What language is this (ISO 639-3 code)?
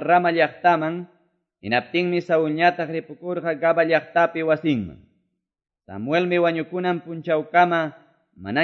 que